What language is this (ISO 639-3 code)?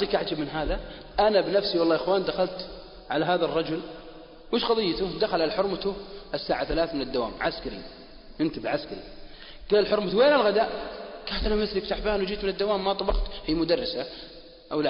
ara